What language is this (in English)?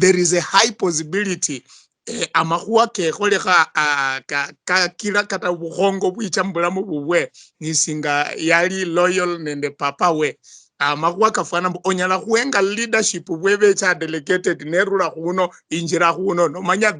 Luyia